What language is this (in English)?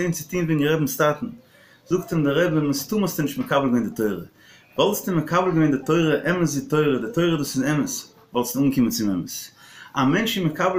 Yiddish